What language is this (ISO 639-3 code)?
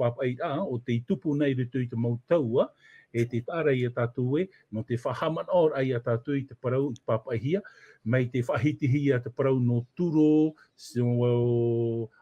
tah